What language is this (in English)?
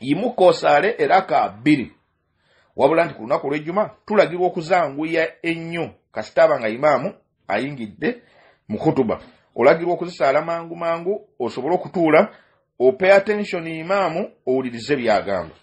Ganda